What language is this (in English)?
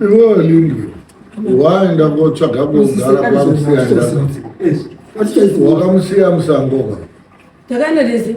Shona